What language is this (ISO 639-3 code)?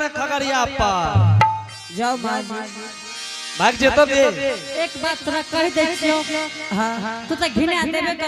anp